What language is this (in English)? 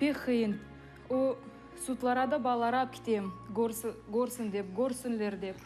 Crimean Tatar